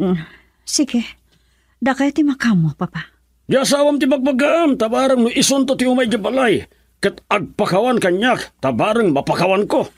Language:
Iloko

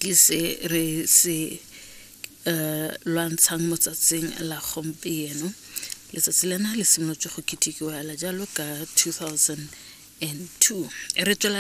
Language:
Tswana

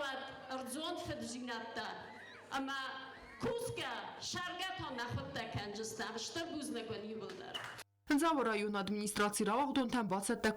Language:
Ossetic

